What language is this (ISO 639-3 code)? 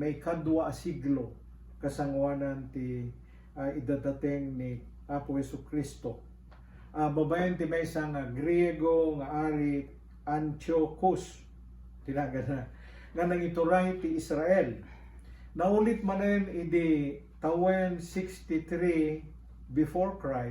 ilo